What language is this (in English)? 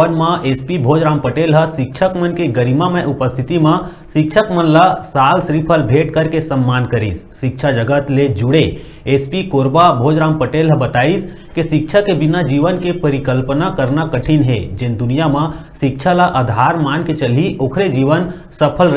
Chhattisgarhi